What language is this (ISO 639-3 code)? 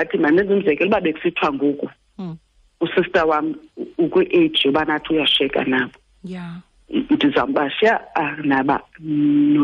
xho